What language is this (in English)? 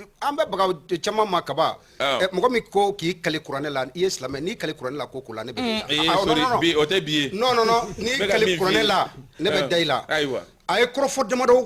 Bambara